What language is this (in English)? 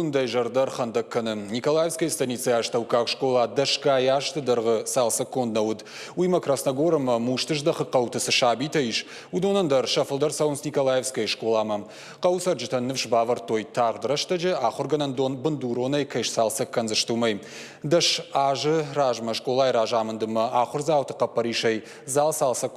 Ossetic